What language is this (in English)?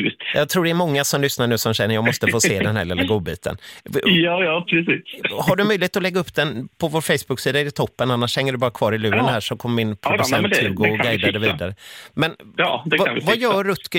Swedish